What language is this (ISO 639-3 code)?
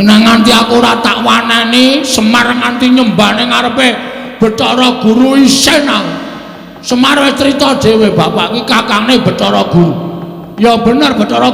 jav